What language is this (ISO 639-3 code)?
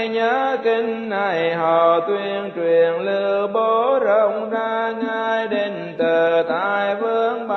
vie